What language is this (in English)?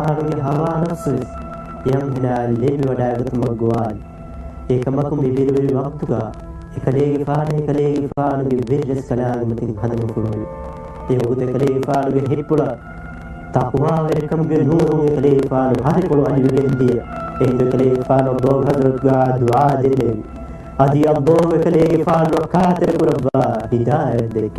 Divehi